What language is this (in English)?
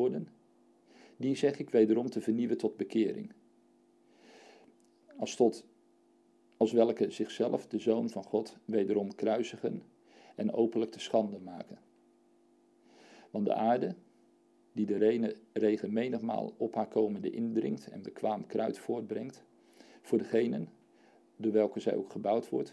Dutch